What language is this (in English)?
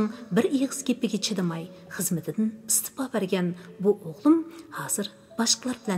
Uyghur